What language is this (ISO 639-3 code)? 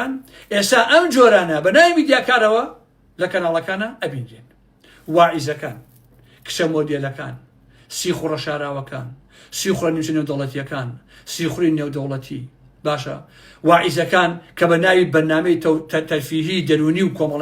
ckb